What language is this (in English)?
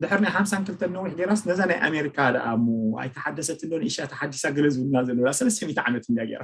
Tigrinya